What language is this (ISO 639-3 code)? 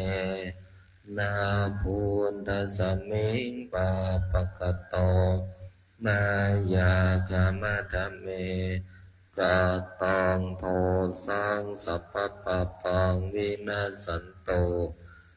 pli